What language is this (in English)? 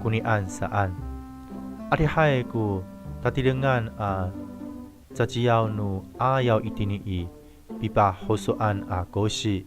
Amis